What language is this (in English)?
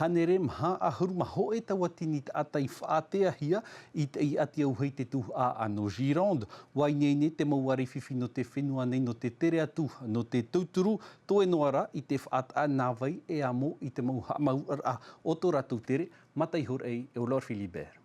Tahitian